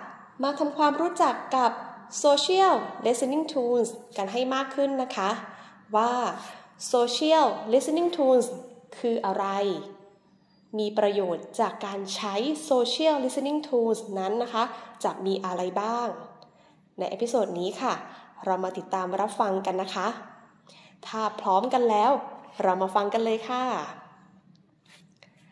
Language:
Thai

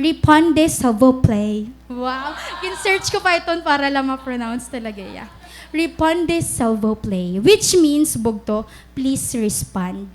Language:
Waray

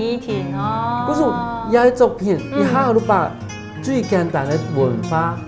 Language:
Hakka Chinese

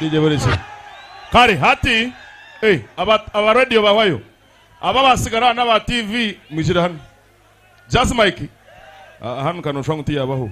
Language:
Nyankole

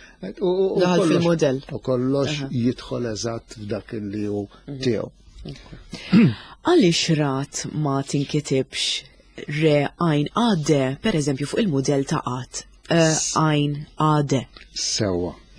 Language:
Maltese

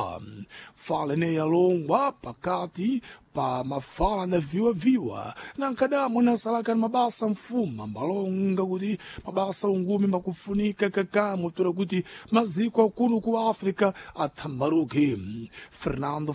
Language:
Sena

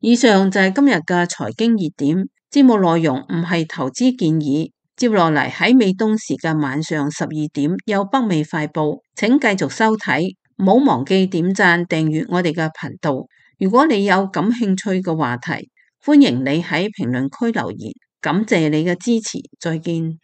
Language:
Cantonese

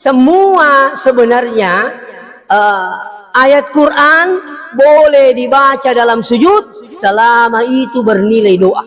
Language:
Buginese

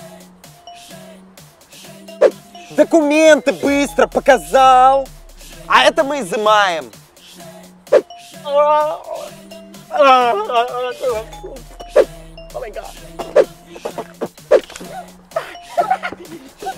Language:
Russian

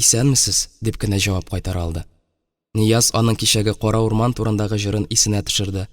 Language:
Tatar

